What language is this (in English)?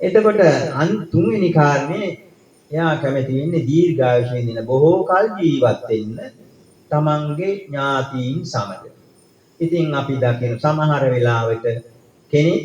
Sinhala